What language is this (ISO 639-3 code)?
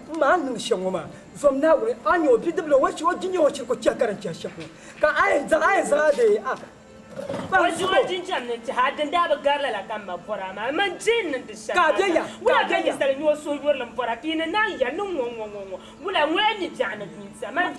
dag